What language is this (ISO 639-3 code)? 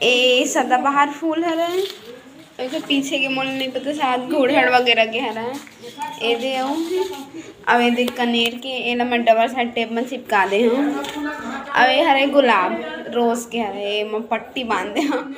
hne